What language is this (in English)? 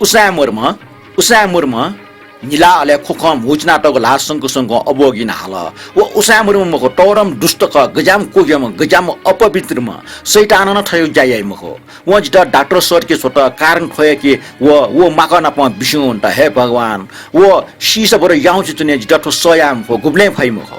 Newari